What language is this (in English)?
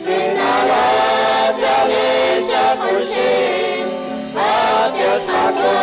Kekchí